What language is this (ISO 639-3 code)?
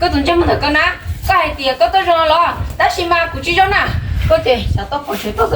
hmn